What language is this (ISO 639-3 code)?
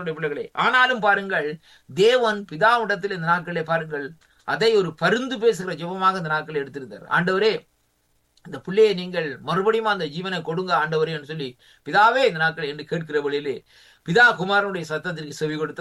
tam